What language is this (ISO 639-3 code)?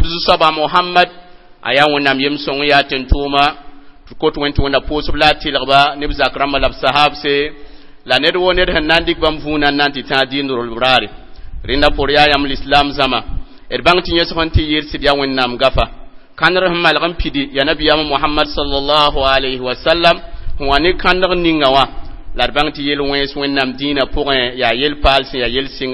mos